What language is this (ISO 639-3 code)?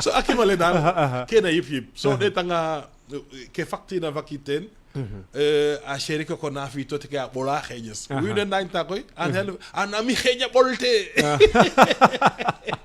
srr